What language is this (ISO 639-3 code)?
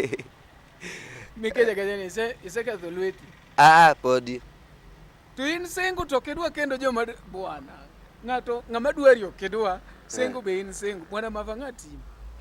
luo